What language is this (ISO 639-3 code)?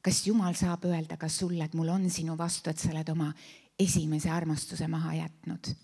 est